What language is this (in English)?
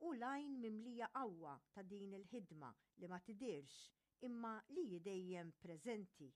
Maltese